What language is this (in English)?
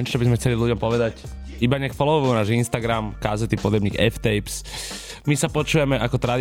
Slovak